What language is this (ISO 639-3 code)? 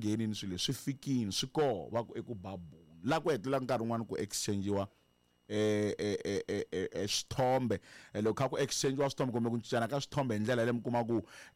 tso